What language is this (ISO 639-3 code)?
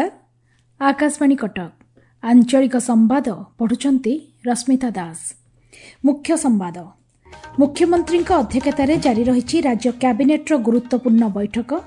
ori